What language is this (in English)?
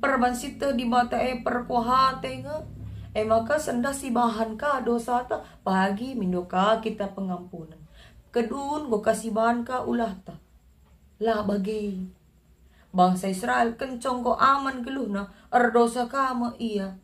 Batak Karo